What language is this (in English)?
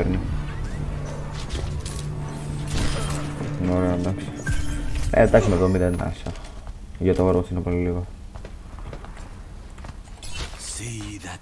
Greek